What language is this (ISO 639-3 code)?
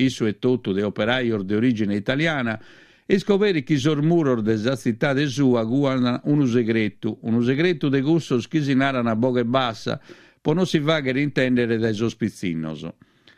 srd